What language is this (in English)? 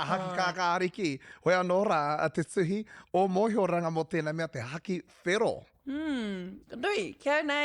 Māori